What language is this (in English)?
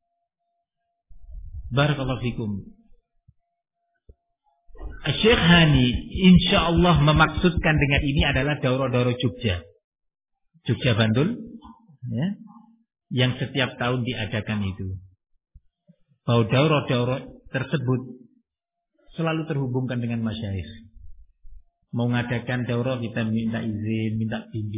Indonesian